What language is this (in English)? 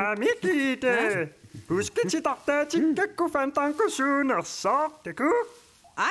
Kalaallisut